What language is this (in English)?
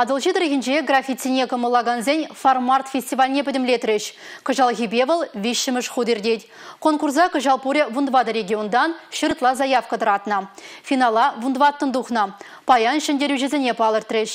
Chuvash